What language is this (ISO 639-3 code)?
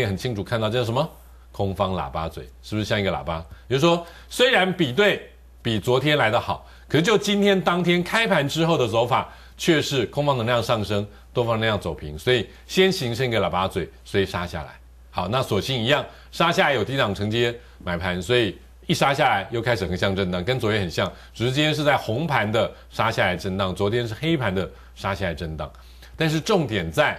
zho